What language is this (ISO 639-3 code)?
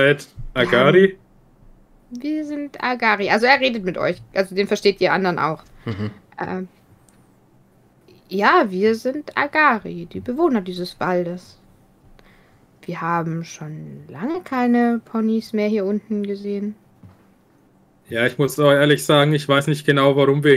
deu